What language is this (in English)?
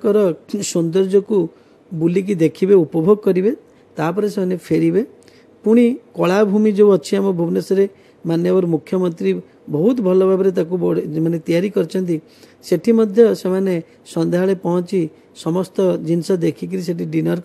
Odia